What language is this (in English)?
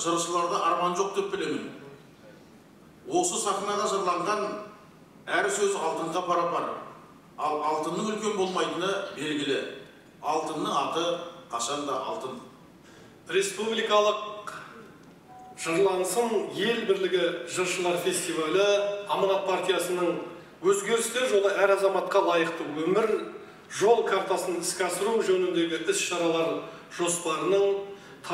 Kazakh